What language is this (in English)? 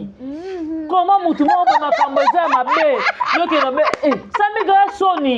Lingala